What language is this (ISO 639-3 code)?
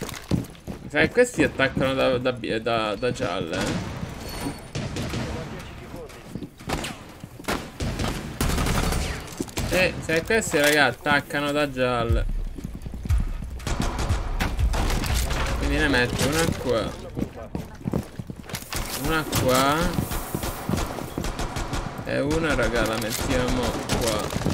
ita